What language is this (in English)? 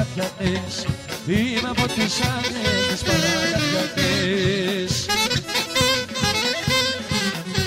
Greek